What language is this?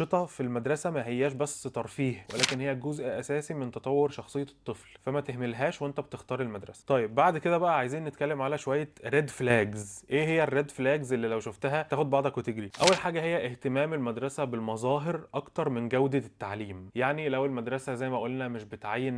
Egyptian Arabic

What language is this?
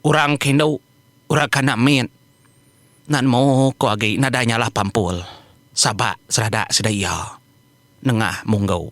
Iban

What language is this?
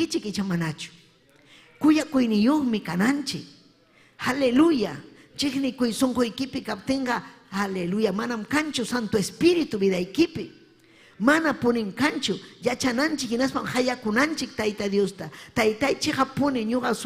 Ayacucho Quechua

